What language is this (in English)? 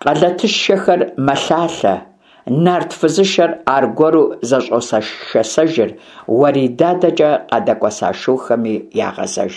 Kabardian